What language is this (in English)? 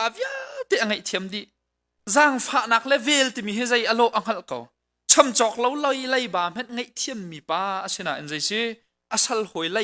Hakha Chin